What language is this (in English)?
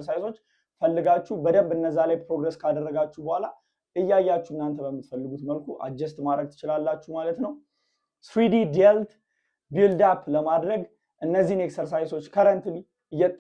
Amharic